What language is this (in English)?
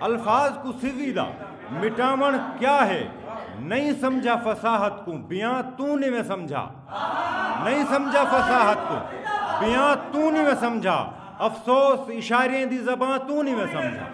Saraiki